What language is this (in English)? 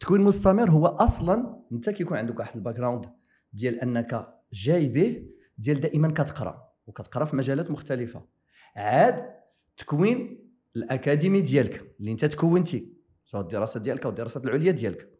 Moroccan Arabic